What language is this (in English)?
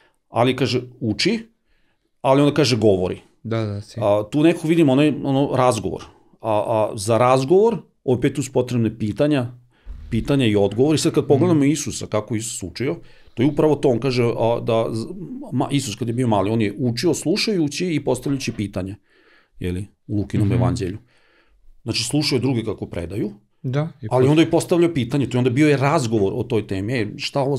Serbian